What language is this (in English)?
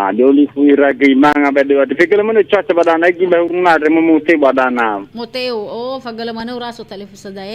Nias